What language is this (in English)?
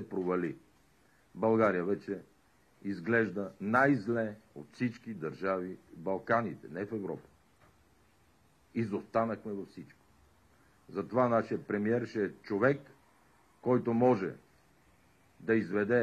Bulgarian